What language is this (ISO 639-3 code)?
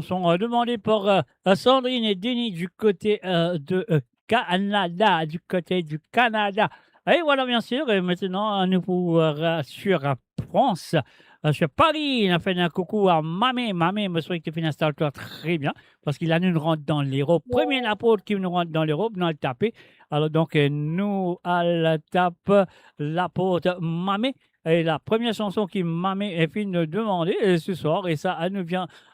mfe